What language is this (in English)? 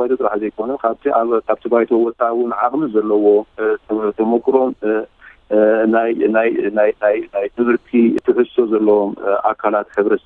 Tigrinya